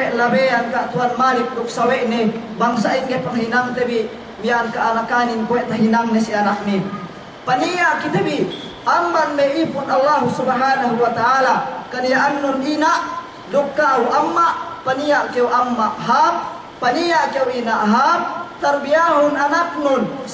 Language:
Yakan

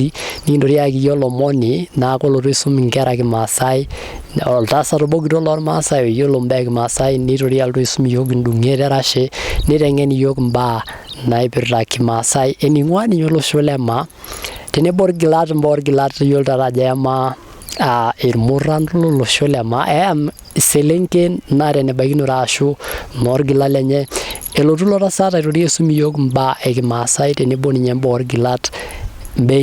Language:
Masai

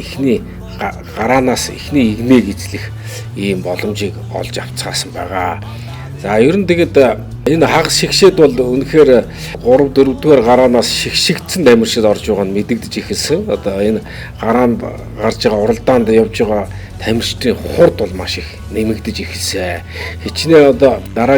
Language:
Mongolian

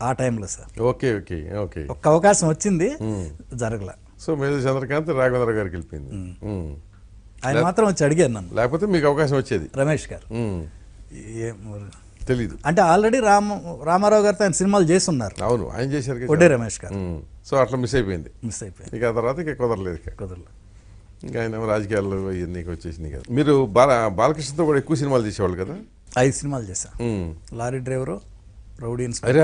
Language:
Telugu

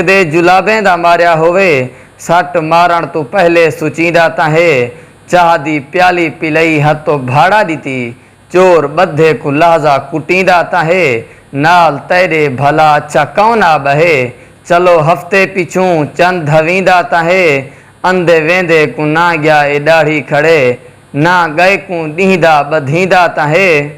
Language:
Saraiki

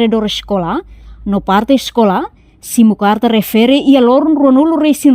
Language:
Tetum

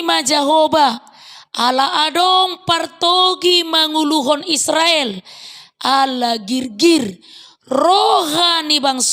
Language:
Batak Toba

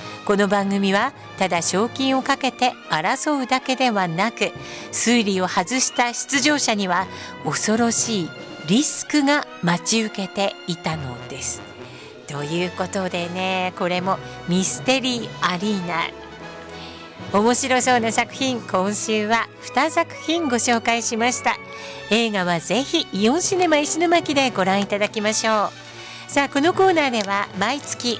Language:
Japanese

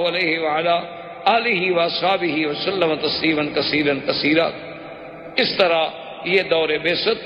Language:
Urdu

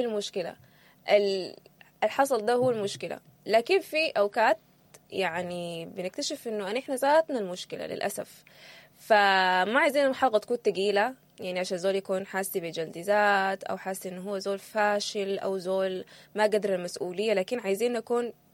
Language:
Sudanese Arabic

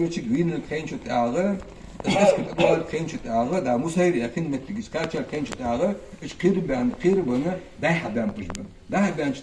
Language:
Ingush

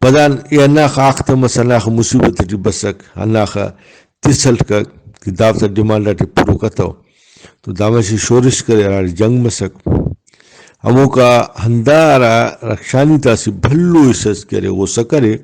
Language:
Brahui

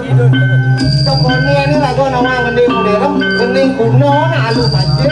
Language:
Balinese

